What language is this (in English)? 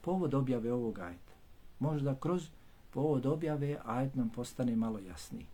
Bosnian